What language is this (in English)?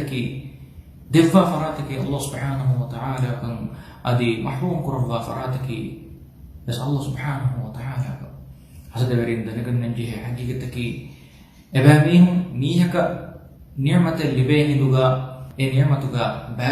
Divehi